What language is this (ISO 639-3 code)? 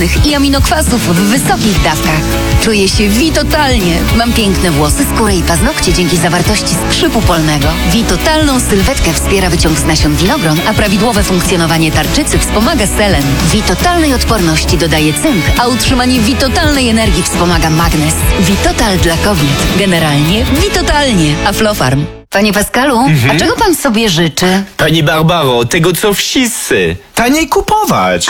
pol